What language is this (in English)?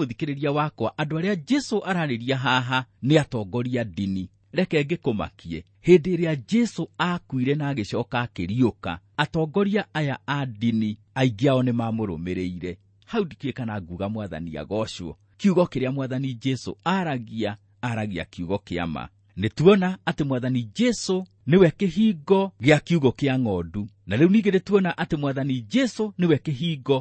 Kikuyu